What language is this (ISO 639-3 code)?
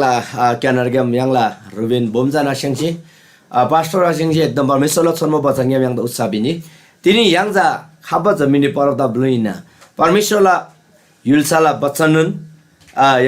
taj